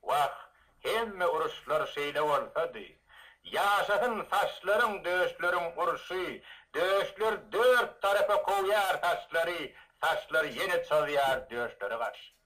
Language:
Turkmen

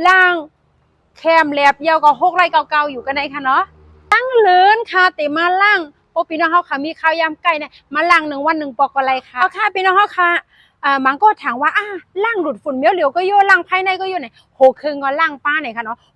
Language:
Shan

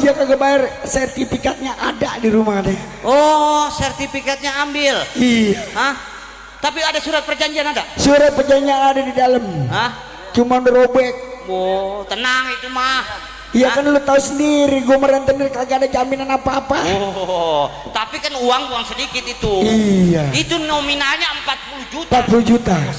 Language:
Betawi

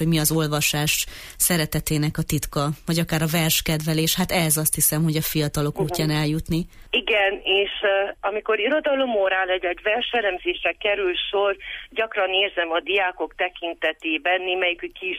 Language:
Hungarian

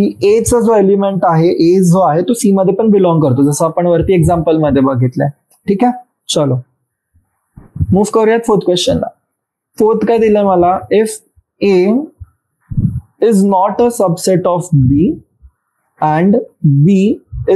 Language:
Marathi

